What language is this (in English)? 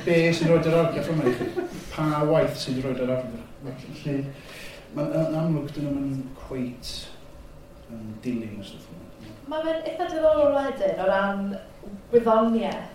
Welsh